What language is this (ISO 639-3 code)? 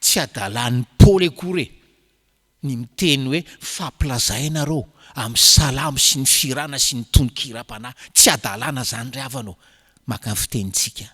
mlg